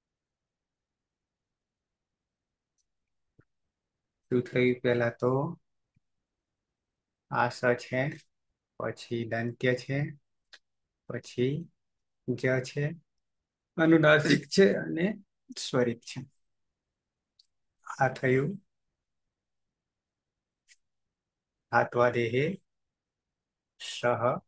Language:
Gujarati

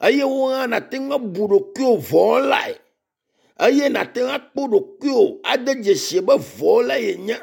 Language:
Ewe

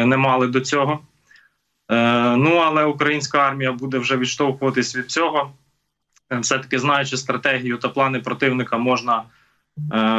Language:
Ukrainian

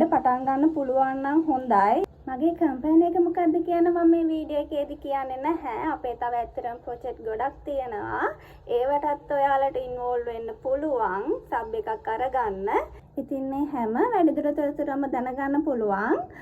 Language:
Sinhala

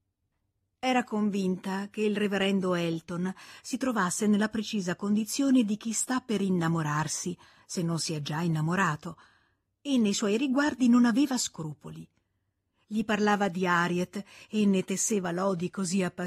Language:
Italian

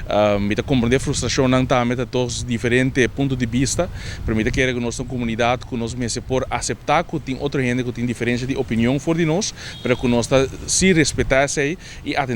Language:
Papiamento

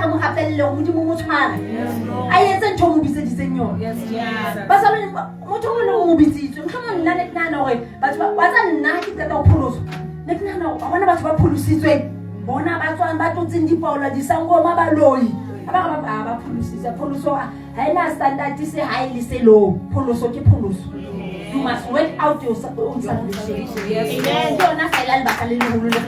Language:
Southern Sotho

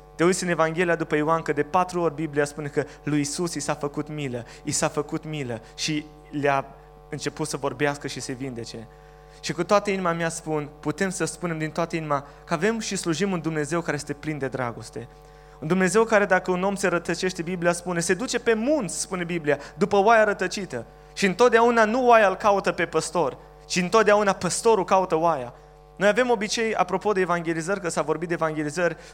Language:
Romanian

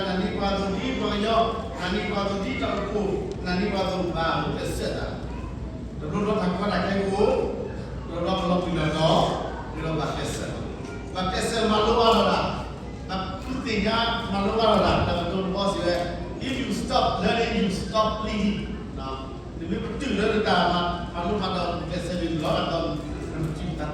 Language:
S'gaw Karen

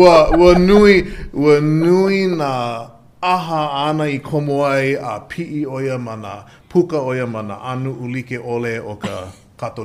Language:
Hawaiian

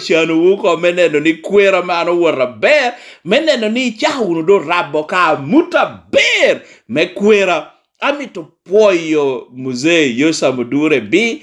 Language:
Lango (Uganda)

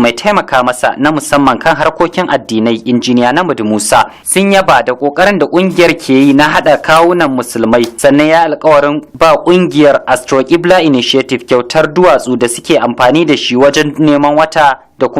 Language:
Hausa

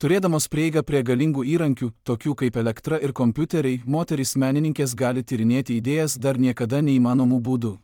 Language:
Lithuanian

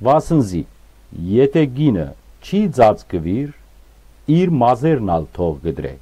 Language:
Western Armenian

